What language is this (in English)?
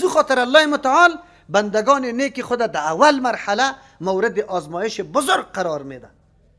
Persian